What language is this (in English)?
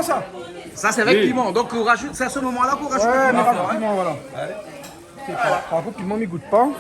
Réunion Creole French